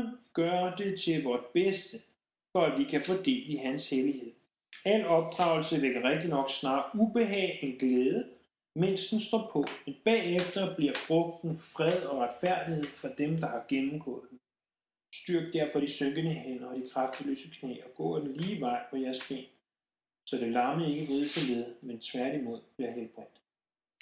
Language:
Danish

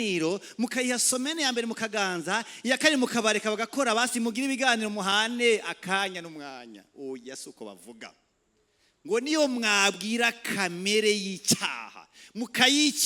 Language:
Rundi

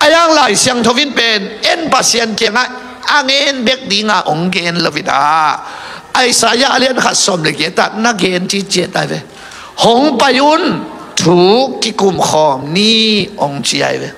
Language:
Tedim Chin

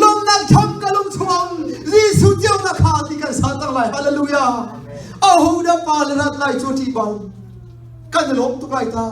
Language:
Hakha Chin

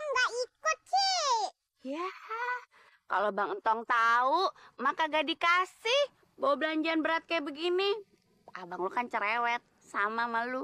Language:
Betawi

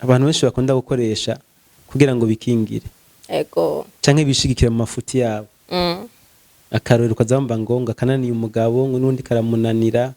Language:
Rundi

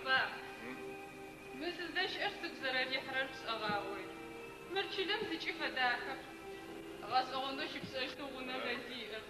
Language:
Adyghe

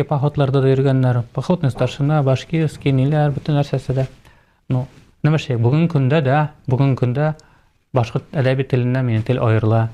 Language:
Bashkir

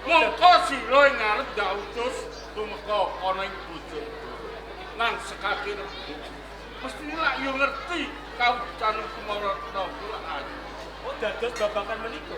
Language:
Javanese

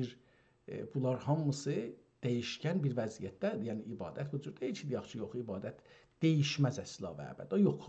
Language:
South Azerbaijani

